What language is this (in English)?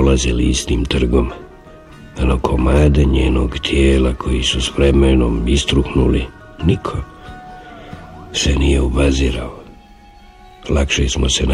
Bosnian